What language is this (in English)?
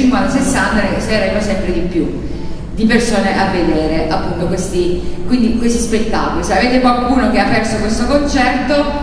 Italian